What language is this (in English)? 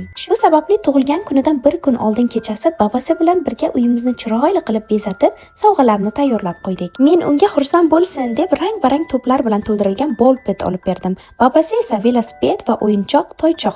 Uzbek